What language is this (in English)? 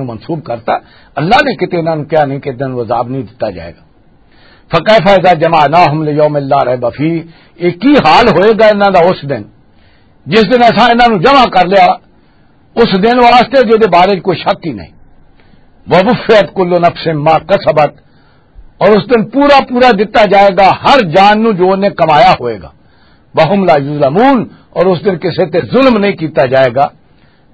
Western Panjabi